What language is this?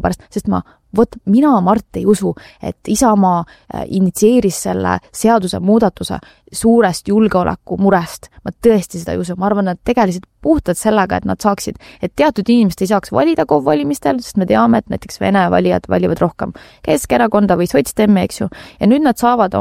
Estonian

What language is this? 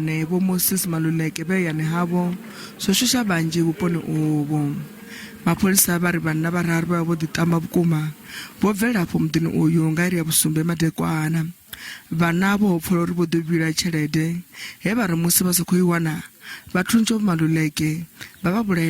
Venda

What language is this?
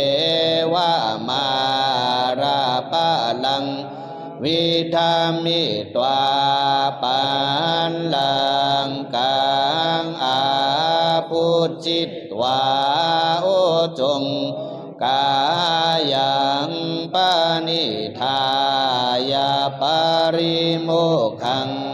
Pali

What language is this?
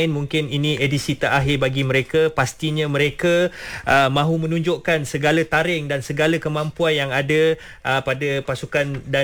Malay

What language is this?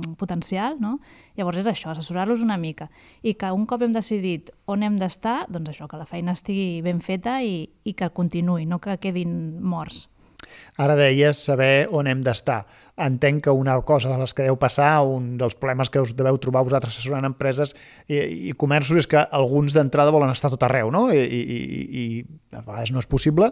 Catalan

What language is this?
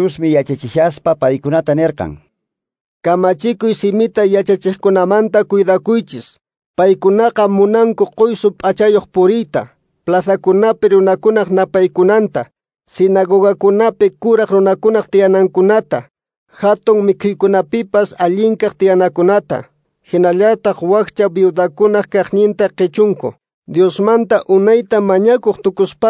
Quechua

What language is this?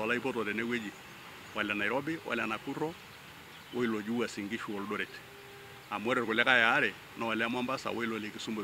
Masai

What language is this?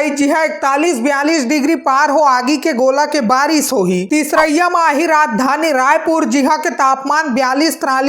Chhattisgarhi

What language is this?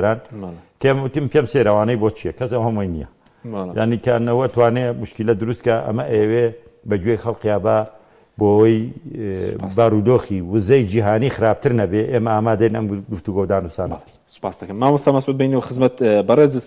Central Kurdish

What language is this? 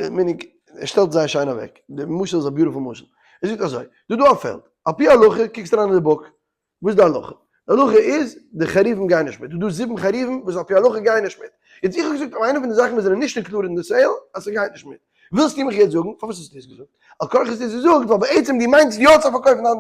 Yiddish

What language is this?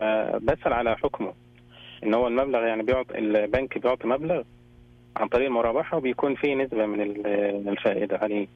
Najdi Arabic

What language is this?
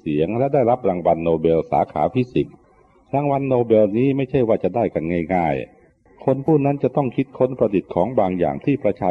Thai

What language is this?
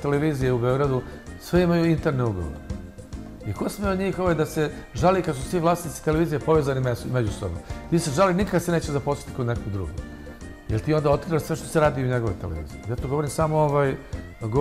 Serbian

